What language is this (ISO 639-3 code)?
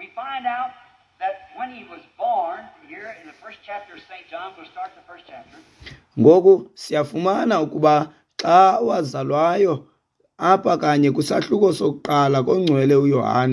xho